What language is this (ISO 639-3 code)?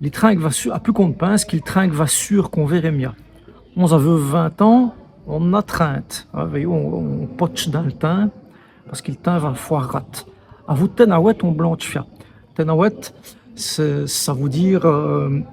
wln